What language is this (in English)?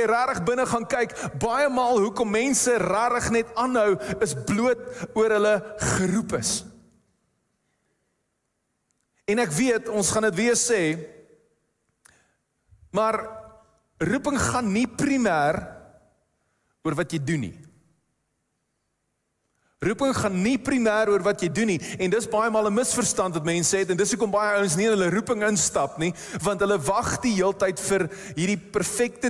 Afrikaans